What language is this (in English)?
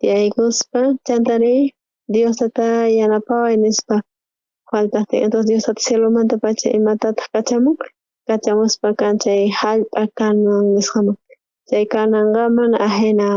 South Bolivian Quechua